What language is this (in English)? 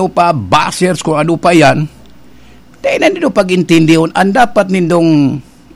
Bikol